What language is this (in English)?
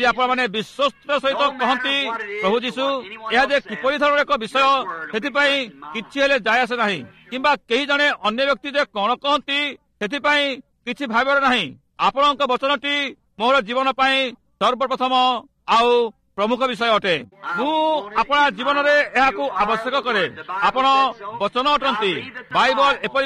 Odia